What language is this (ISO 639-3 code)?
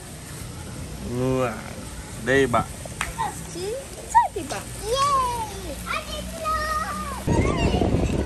msa